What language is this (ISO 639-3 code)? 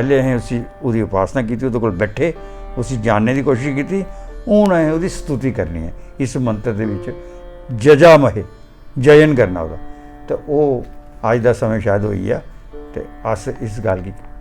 doi